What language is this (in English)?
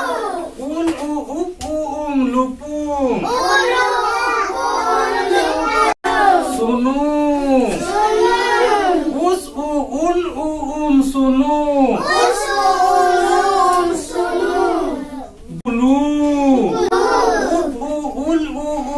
Santali